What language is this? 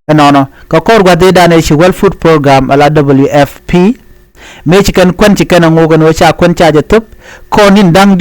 Nuer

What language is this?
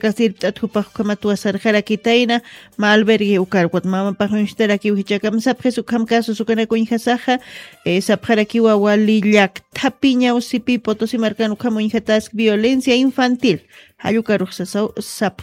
Aymara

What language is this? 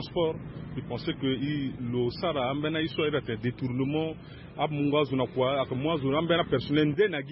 Sango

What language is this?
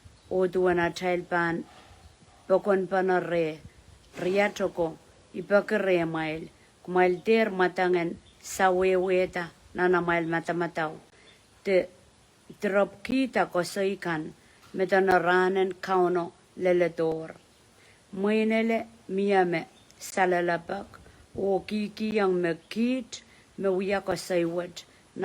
Pohnpeian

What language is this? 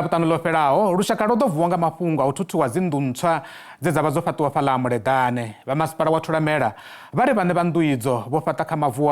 Venda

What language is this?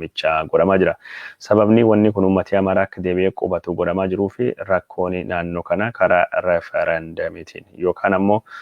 Oromo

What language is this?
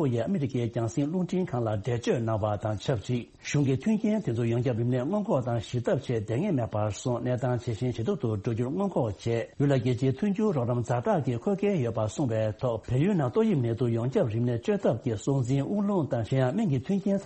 Tibetan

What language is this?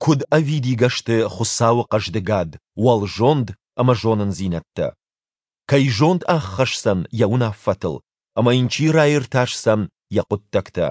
Ossetic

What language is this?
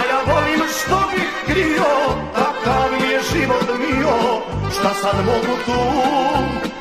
Serbian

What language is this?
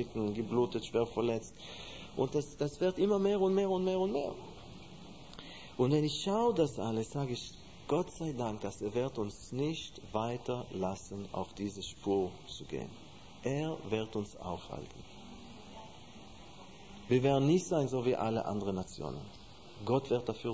German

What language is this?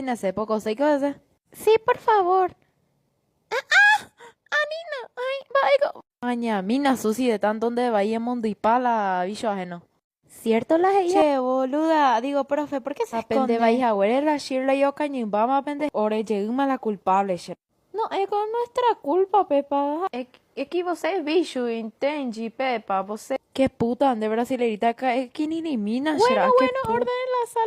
Guarani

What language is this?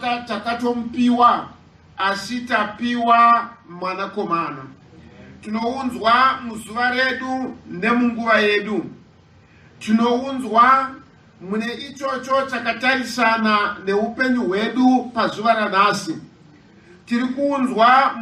Shona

